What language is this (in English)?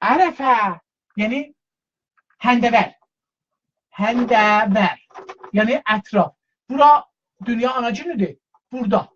South Azerbaijani